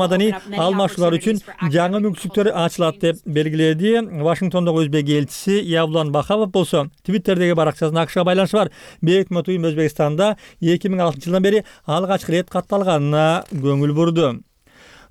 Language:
Kyrgyz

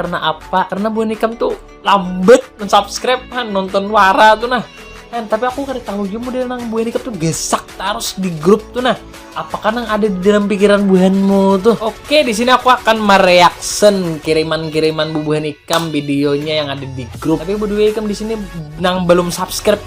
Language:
Banjar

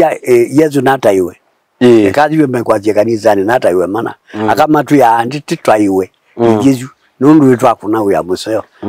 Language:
Kamba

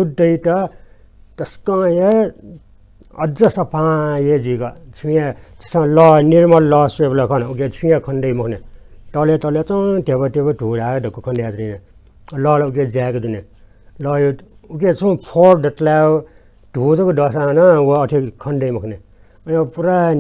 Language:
Newari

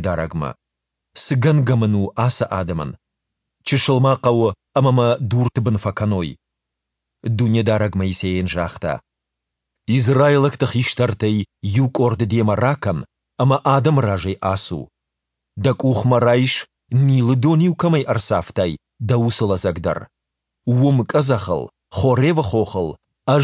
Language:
Ossetic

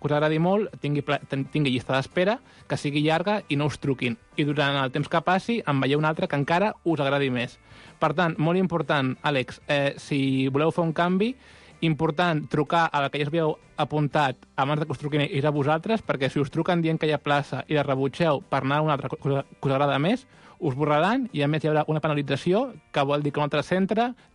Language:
Catalan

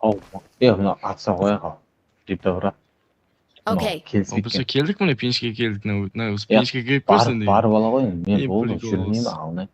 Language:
Kara-Kalpak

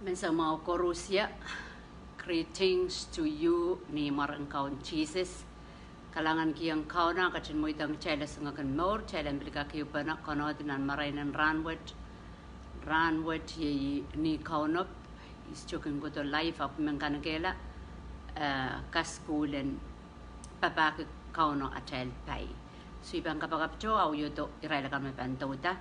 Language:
Pohnpeian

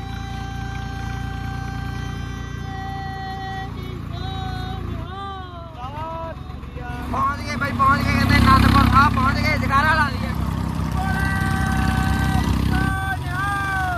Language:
Punjabi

